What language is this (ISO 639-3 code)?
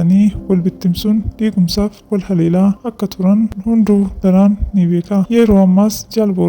orm